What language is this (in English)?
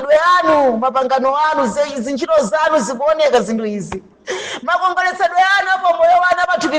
Nyanja